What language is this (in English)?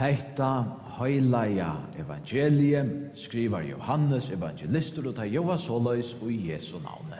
Faroese